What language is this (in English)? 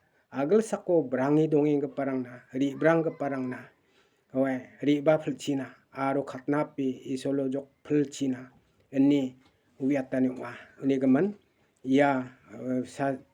Garo